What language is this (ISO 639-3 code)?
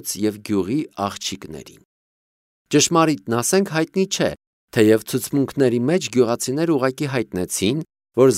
hye